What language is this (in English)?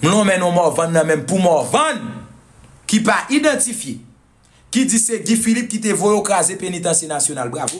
Haitian Creole